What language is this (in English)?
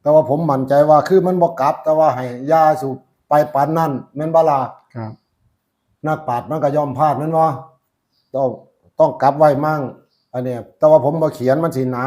Northeastern Thai